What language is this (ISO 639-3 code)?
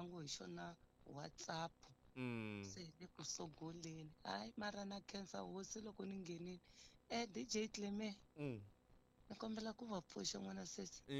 tso